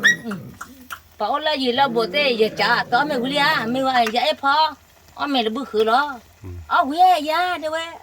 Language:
S'gaw Karen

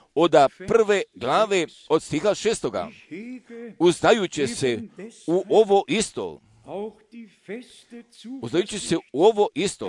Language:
Croatian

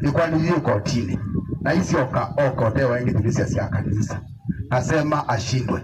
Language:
Kamba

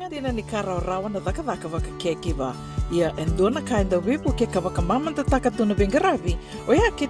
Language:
Fijian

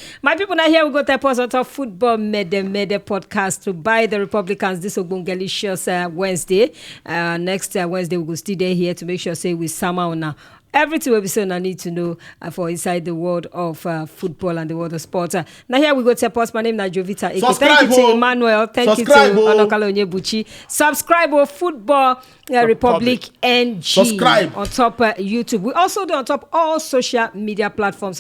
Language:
Nigerian Pidgin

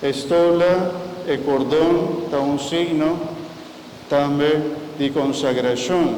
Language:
Papiamento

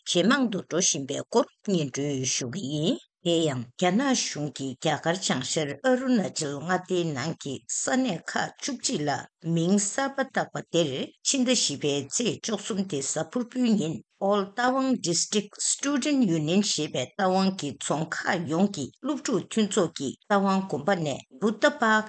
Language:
Tibetan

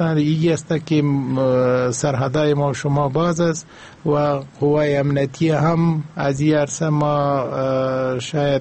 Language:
Persian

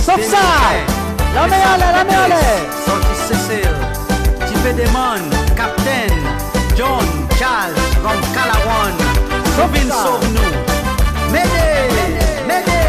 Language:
Seselwa Creole French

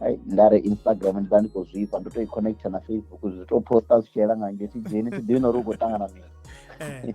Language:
Venda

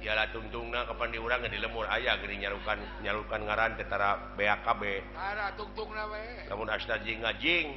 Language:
Sundanese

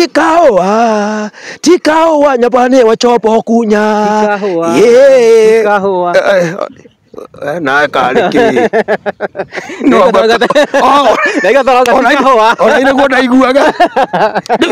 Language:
Kikuyu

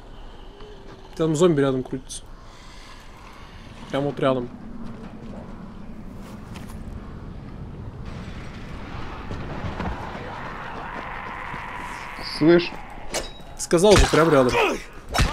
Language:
Russian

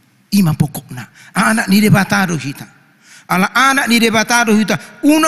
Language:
Batak Toba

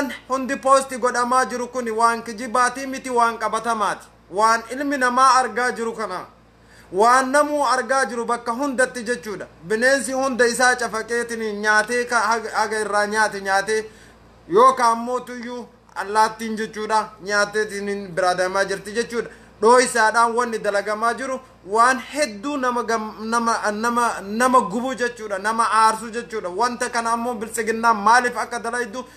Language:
Oromo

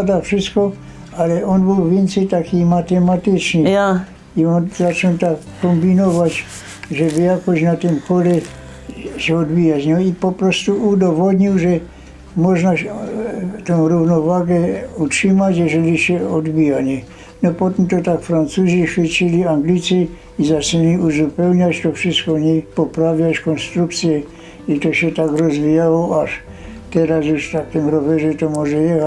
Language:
Silesian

